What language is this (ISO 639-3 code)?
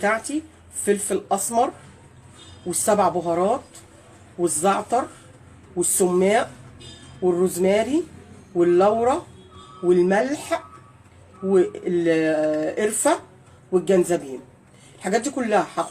arz